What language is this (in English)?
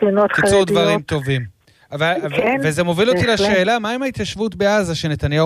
Hebrew